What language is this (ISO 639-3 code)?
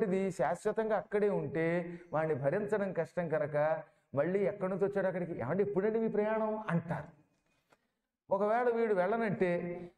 tel